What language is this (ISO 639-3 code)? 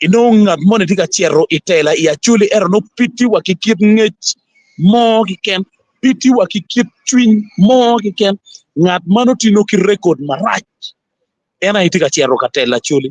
ach